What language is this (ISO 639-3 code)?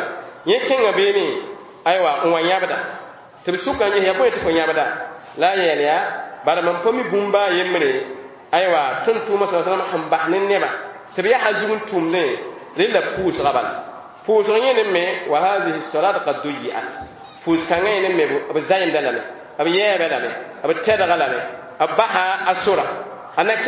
mos